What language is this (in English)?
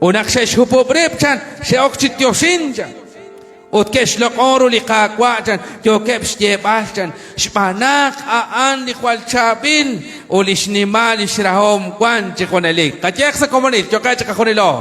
Kekchí